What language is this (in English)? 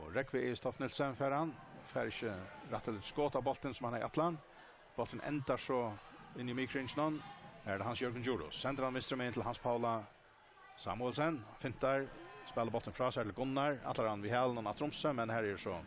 Faroese